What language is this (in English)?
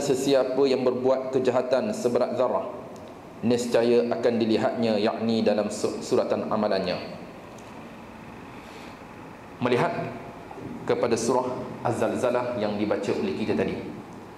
Malay